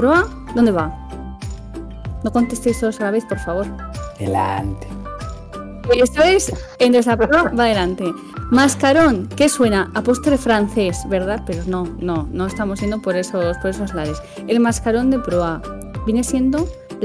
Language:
Spanish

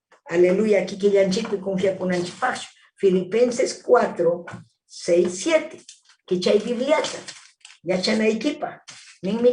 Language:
Ayacucho Quechua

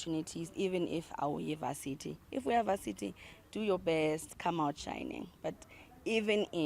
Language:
Zulu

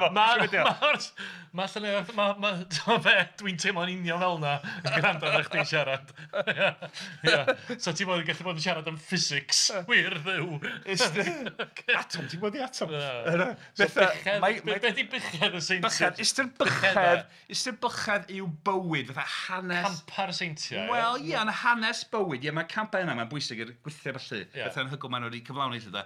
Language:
Welsh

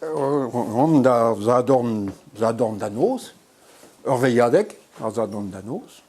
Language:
Breton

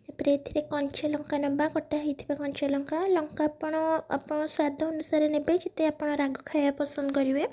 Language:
Odia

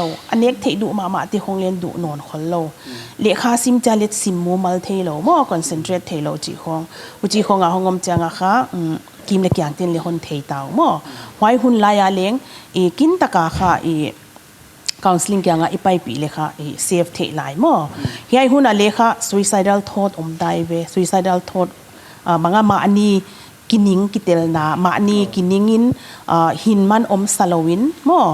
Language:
Paite Chin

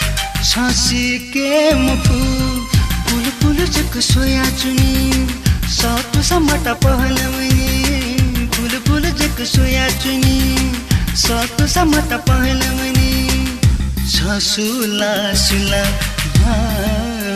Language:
Newari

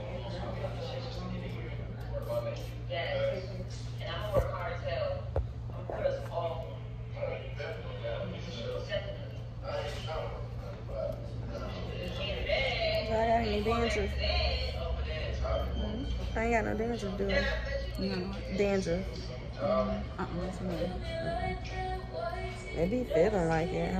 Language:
English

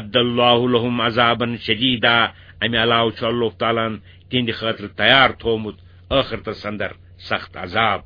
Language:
Kashmiri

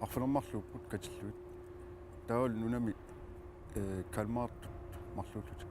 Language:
Kalaallisut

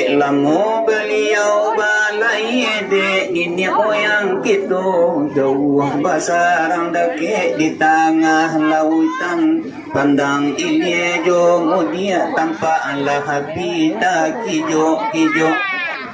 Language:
Minangkabau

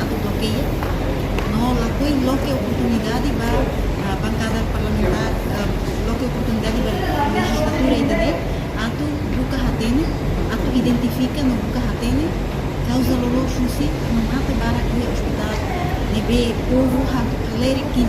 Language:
Tetum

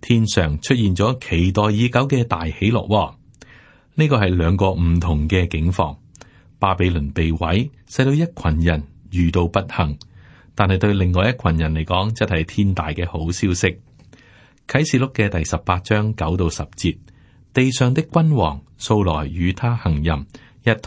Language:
Cantonese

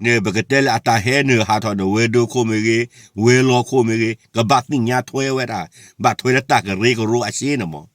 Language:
S'gaw Karen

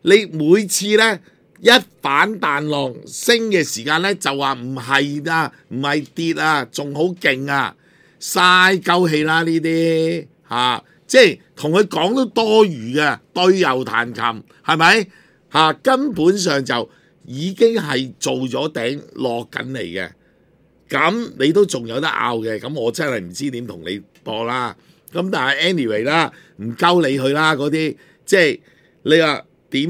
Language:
Cantonese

